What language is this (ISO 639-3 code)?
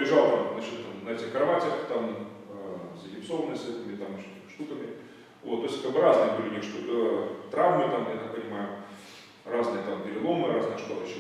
rus